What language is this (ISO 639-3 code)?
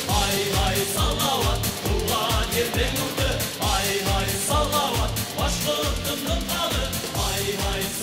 bak